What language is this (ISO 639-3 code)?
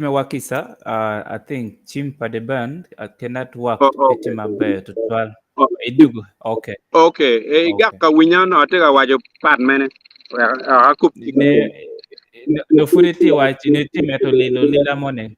ach